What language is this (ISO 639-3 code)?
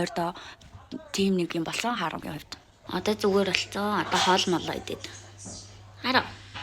mon